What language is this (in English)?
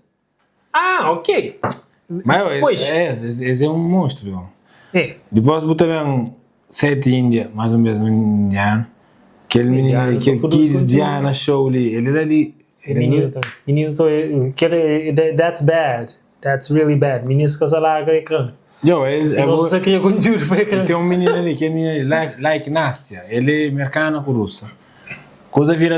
Kabuverdianu